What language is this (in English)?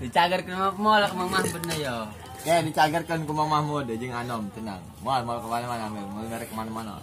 Sundanese